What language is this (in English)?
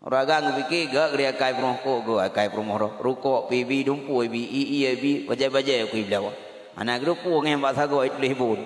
Achinese